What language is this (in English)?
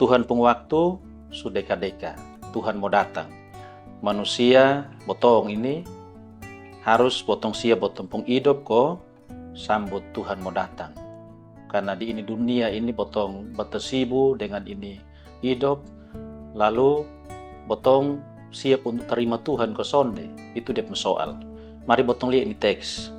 Kupang Malay